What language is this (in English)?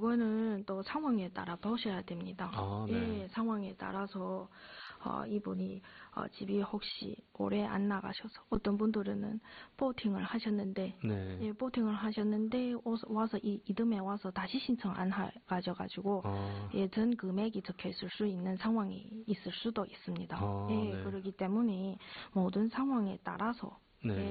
Korean